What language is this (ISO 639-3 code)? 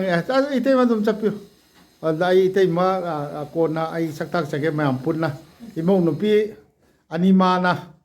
mni